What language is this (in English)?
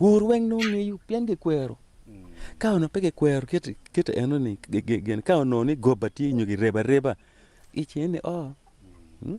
Acoli